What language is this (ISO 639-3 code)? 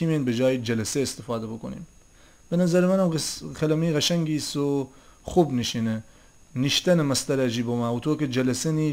glk